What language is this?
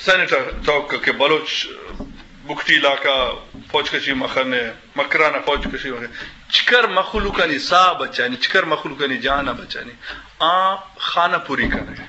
Eastern Balochi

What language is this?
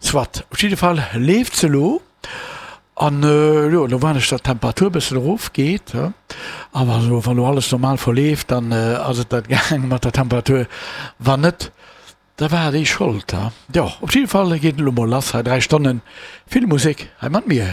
Luxembourgish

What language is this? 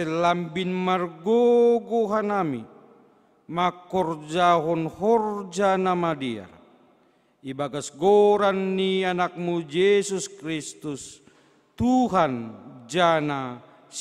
Batak Simalungun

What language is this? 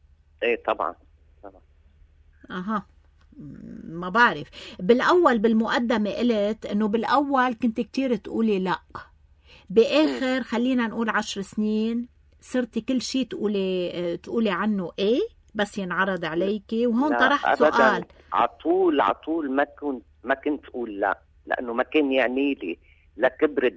North Levantine Arabic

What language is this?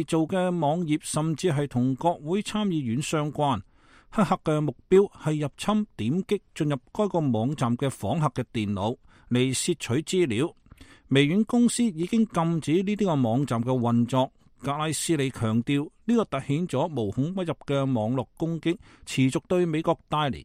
Cantonese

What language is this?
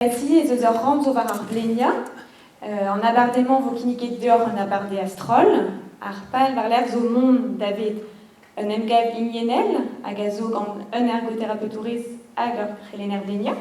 Breton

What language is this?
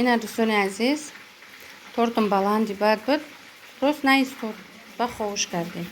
Tajik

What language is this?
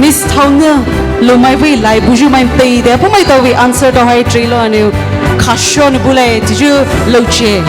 Poumei Naga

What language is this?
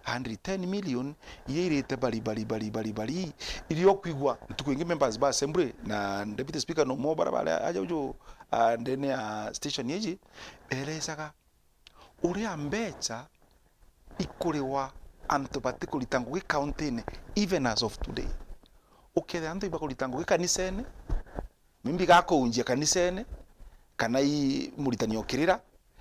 Meru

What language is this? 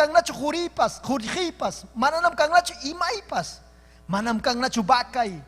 Ayacucho Quechua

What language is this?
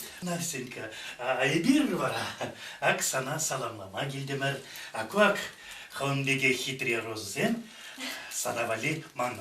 Chuvash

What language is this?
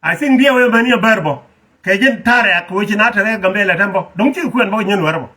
Nuer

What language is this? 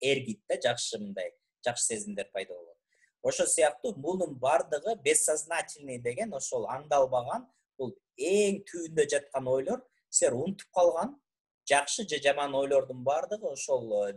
Kyrgyz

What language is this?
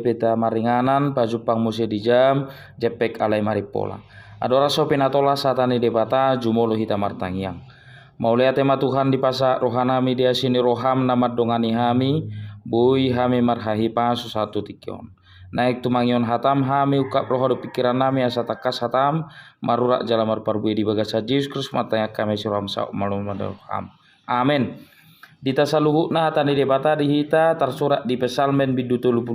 Batak Toba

